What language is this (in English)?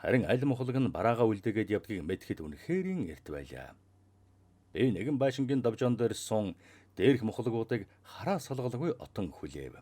Mongolian